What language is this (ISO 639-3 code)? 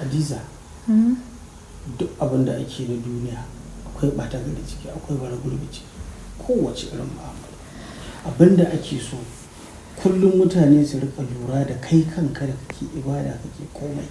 hau